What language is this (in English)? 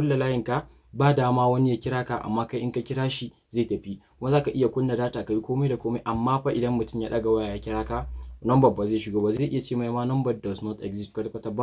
Hausa